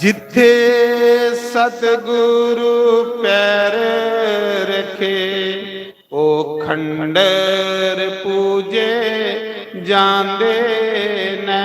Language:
Dogri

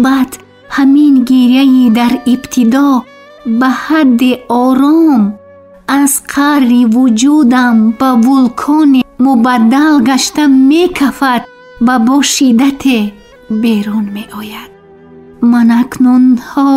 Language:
Tajik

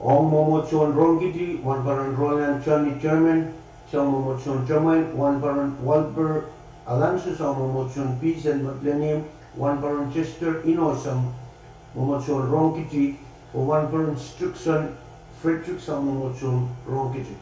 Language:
Pohnpeian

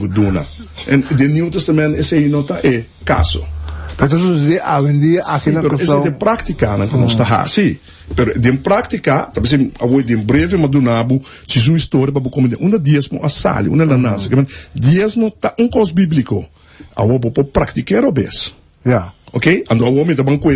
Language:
Papiamento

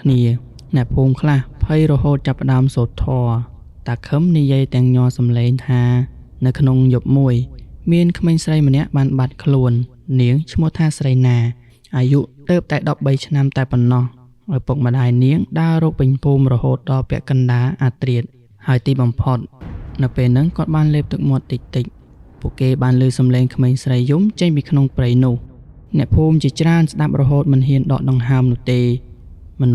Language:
Khmer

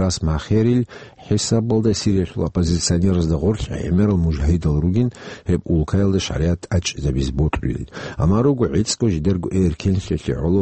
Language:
Avaric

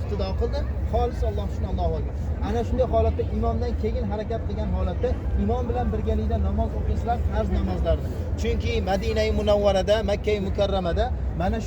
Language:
Uzbek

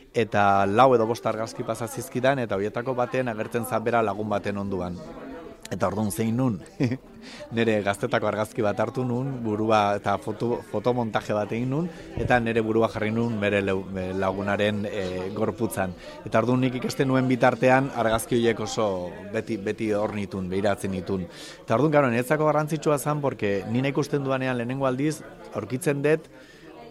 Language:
Basque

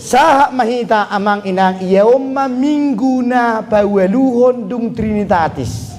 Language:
Batak Toba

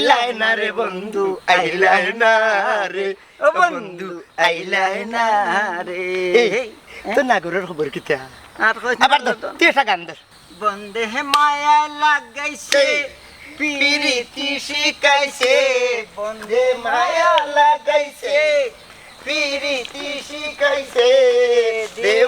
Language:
Sylheti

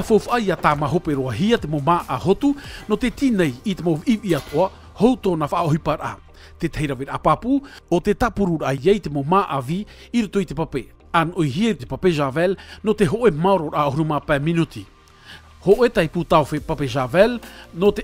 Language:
Tahitian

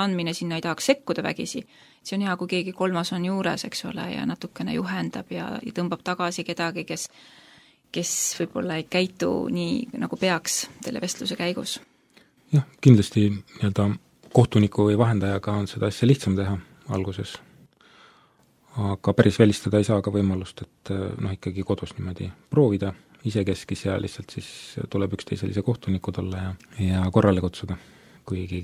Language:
Estonian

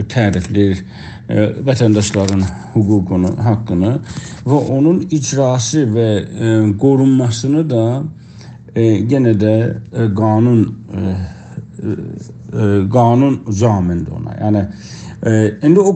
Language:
South Azerbaijani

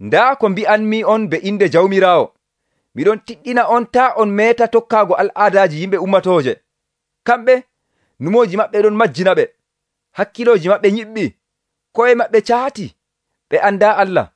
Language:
Nigerian Fulfulde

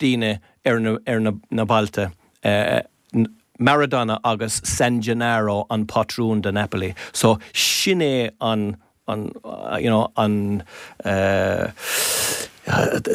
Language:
Irish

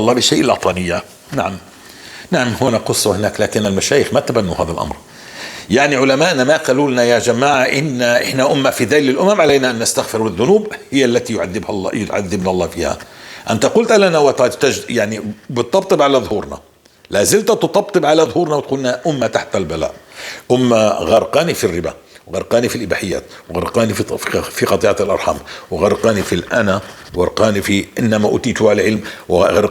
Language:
North Levantine Arabic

